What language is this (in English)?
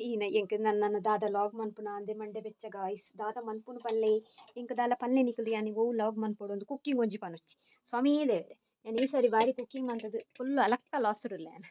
Tulu